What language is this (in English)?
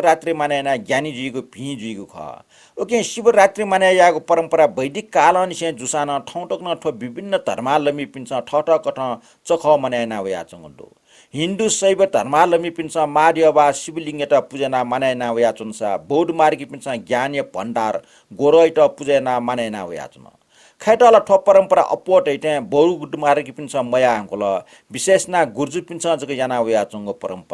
Newari